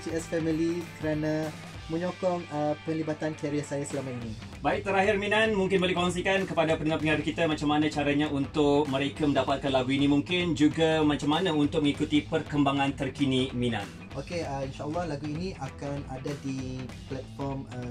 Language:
Malay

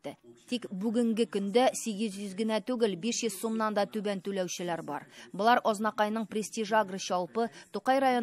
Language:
Tatar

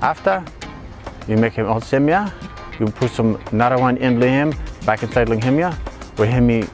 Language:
Bislama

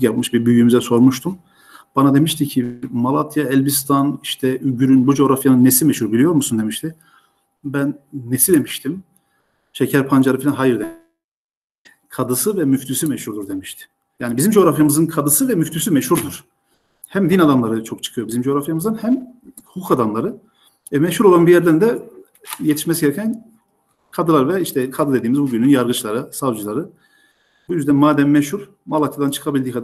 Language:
Turkish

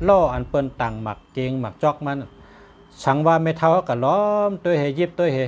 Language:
Shan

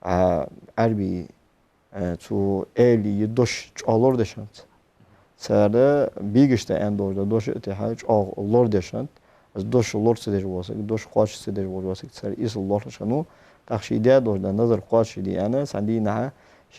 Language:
Ingush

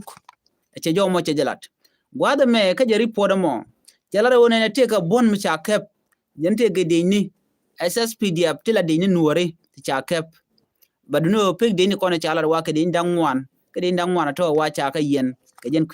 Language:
Nuer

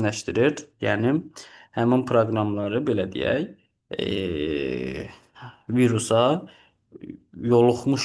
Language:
Azerbaijani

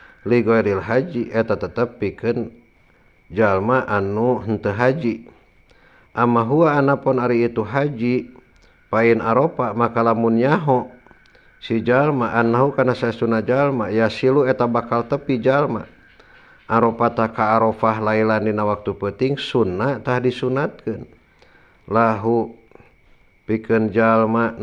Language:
Sundanese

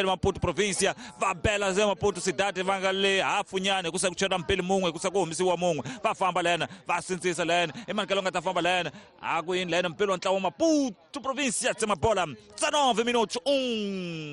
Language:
Tsonga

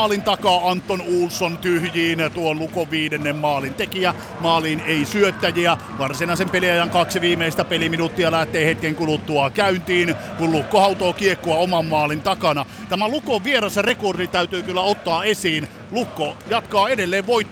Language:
Finnish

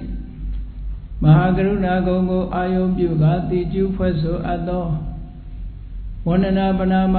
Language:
Burmese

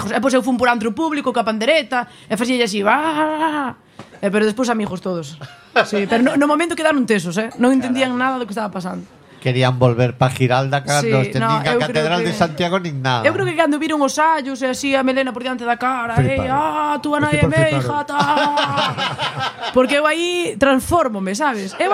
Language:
Galician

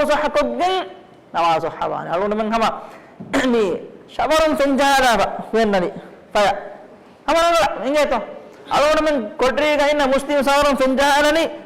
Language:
Divehi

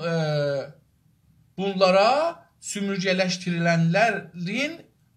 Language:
South Azerbaijani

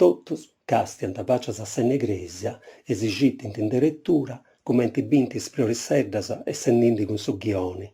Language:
Sardinian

